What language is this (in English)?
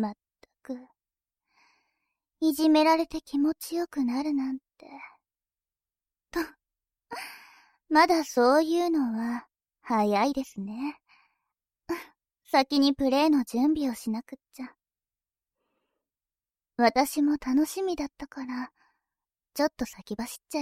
Japanese